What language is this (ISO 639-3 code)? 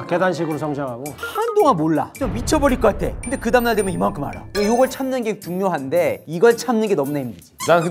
kor